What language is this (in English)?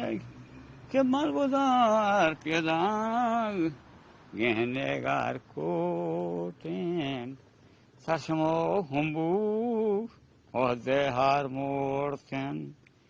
Eastern Balochi